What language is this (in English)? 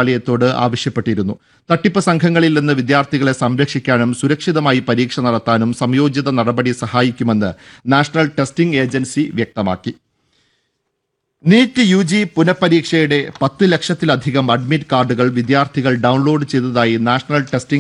Malayalam